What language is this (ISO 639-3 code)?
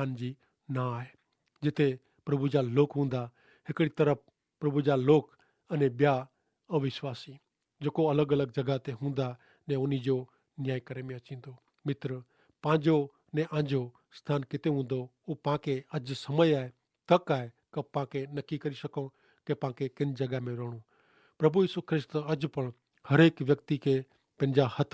kfr